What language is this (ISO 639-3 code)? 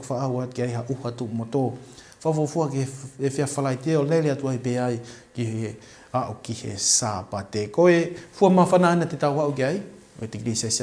ton